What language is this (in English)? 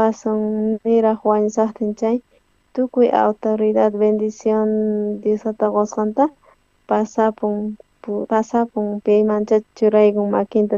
South Bolivian Quechua